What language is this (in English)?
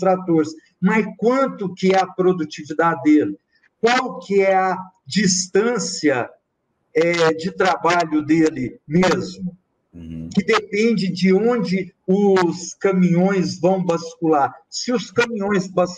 Portuguese